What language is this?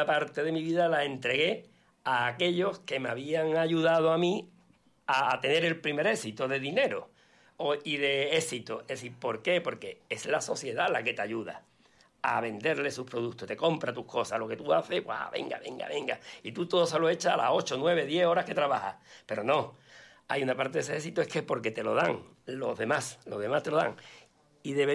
Spanish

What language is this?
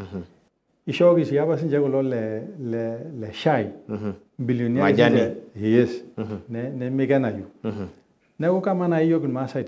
Masai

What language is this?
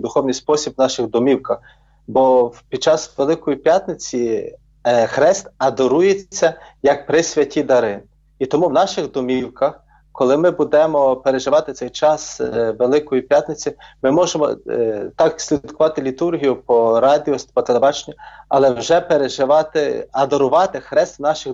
Ukrainian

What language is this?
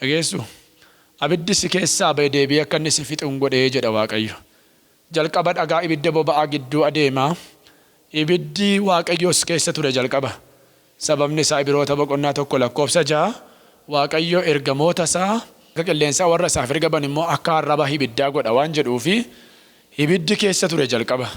Oromo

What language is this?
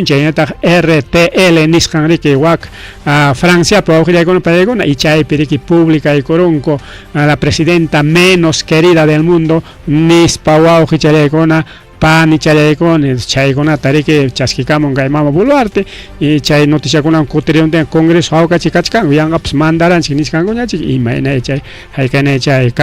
Ayacucho Quechua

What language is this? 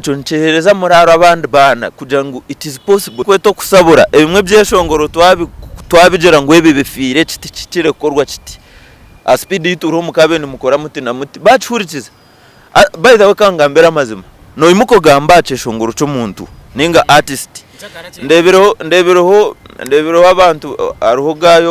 Nyankole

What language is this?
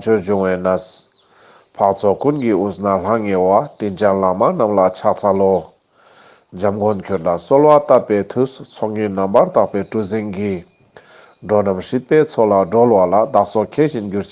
Ladakhi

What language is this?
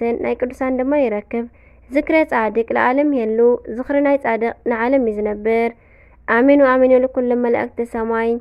Tigrinya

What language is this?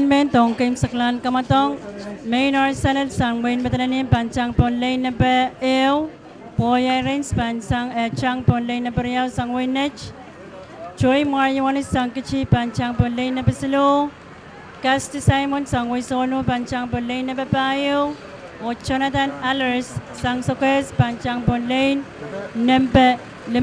Pohnpeian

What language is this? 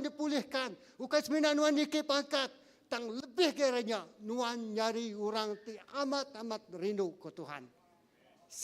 Iban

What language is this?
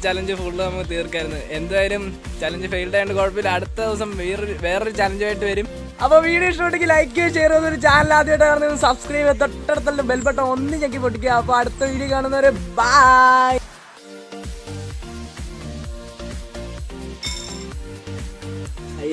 Malayalam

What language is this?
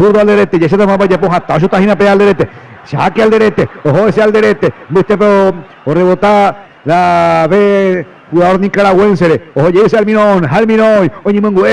Guarani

